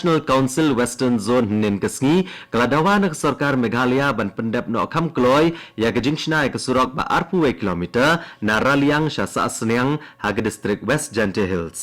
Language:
Khasi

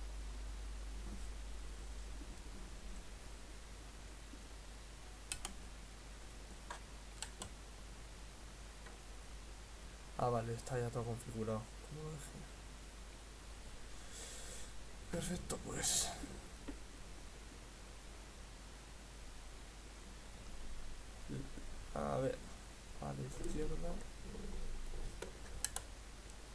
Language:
Spanish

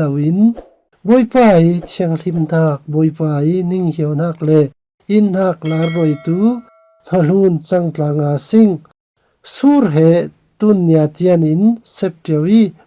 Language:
Falam Chin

